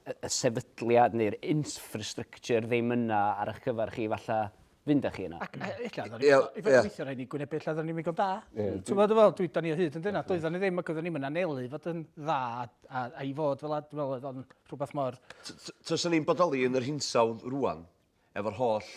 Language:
Welsh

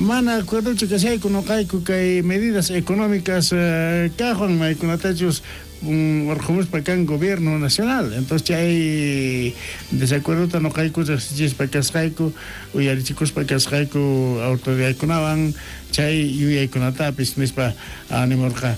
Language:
South Bolivian Quechua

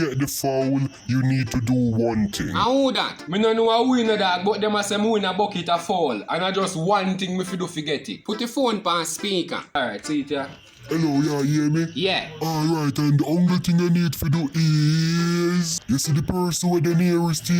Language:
Jamaican Creole English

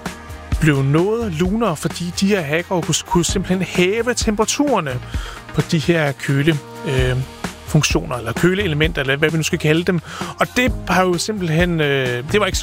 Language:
Danish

